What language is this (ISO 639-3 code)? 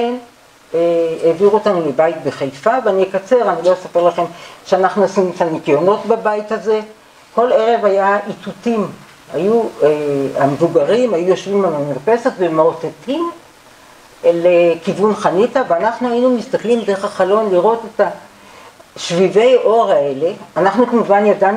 heb